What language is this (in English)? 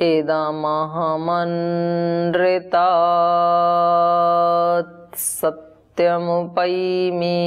Sanskrit